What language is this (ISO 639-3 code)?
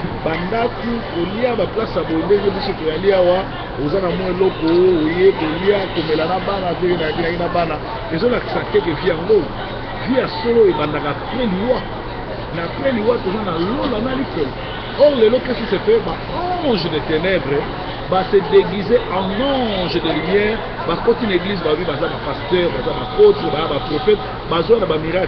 lin